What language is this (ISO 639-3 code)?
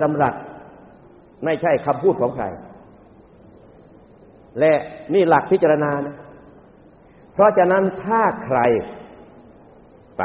tha